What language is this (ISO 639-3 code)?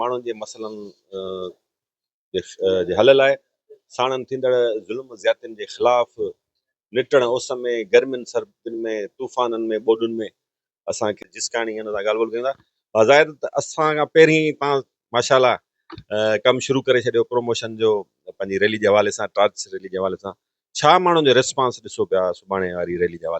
snd